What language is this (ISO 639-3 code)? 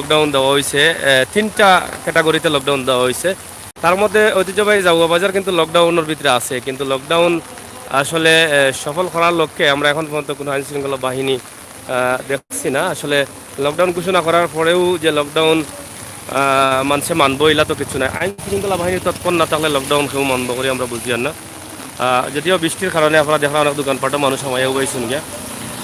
syl